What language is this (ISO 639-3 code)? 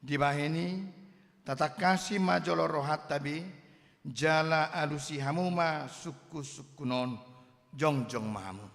bbc